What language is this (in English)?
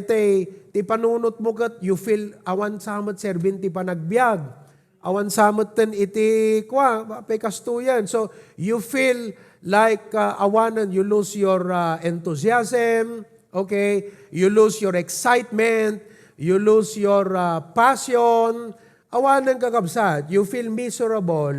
Iloko